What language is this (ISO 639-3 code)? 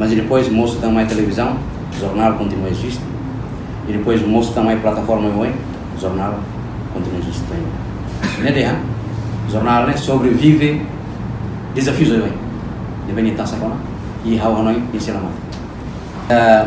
tet